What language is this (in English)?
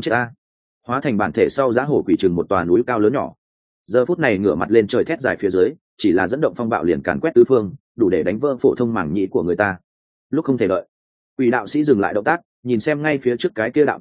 Vietnamese